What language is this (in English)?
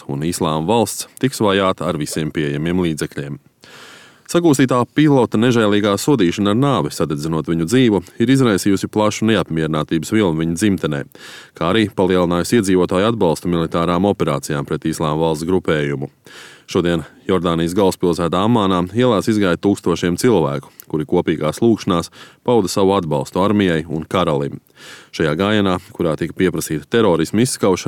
Latvian